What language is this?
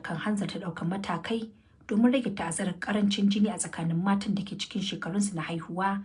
Hausa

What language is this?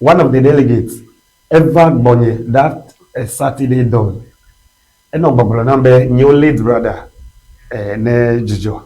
Ewe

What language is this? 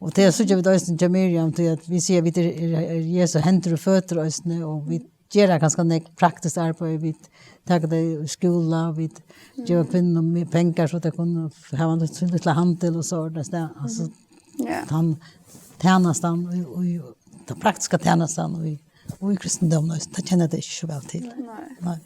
Faroese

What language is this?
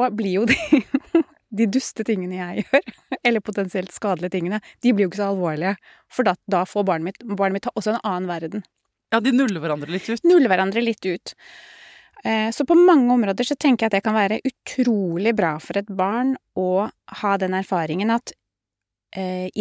Norwegian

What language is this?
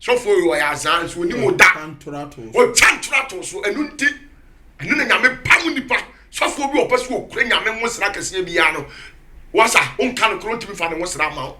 Akan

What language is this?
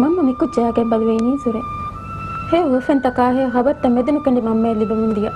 Divehi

